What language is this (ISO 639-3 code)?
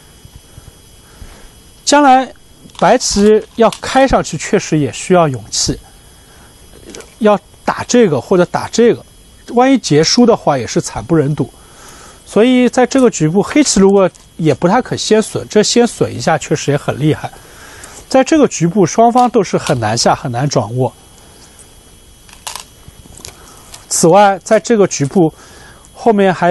zho